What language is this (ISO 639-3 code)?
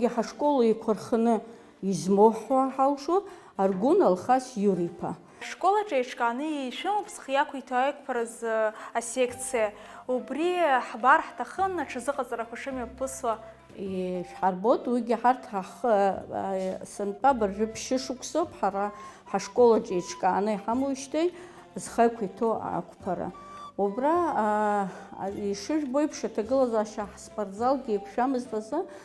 abk